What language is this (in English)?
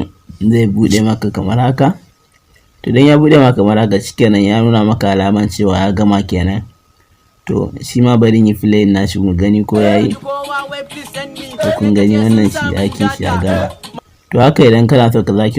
Hausa